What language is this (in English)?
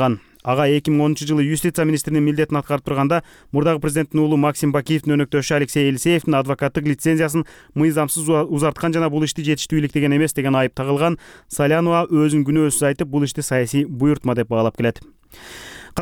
Kyrgyz